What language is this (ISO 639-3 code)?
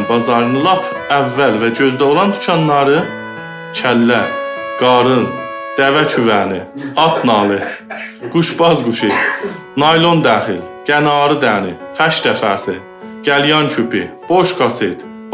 azb